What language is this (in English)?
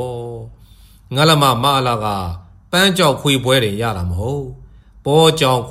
Burmese